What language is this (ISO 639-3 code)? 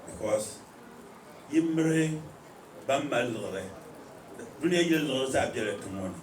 dag